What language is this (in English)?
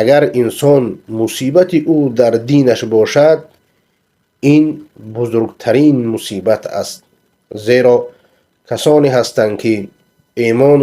Persian